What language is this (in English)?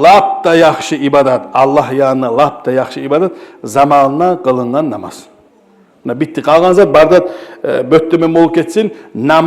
Kumyk